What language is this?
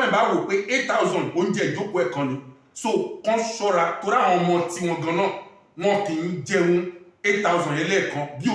Yoruba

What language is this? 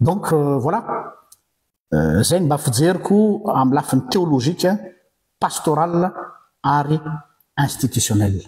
Malagasy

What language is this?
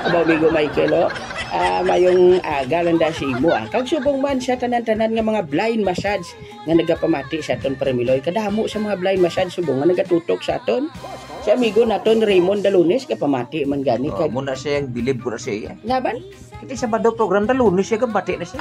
Hiligaynon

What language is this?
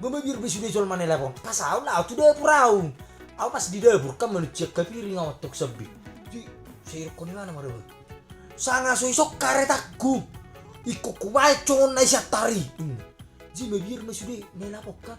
Batak Toba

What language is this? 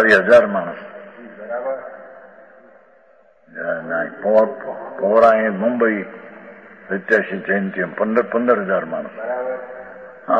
Gujarati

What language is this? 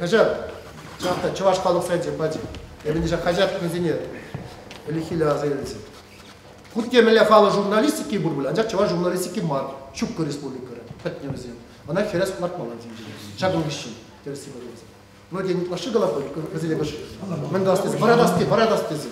Chuvash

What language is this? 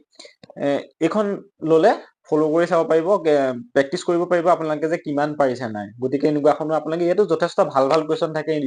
Assamese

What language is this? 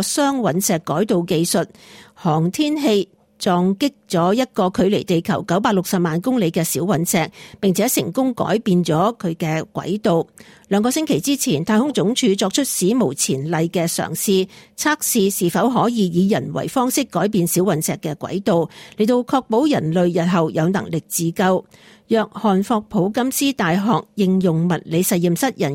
Cantonese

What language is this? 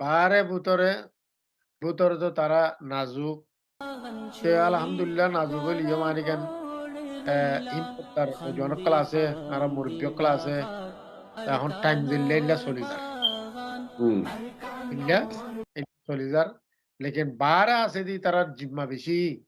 Rohingya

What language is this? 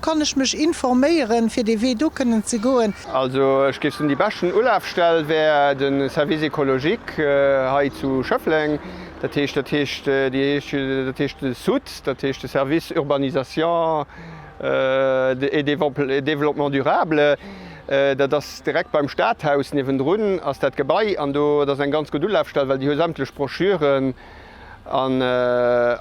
Luxembourgish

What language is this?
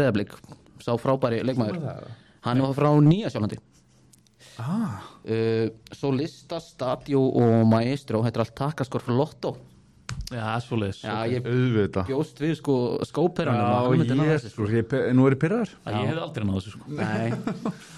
Icelandic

